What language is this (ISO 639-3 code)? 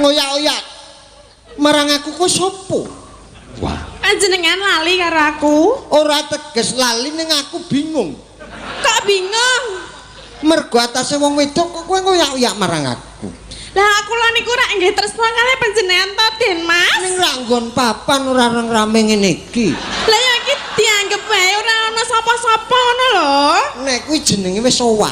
jav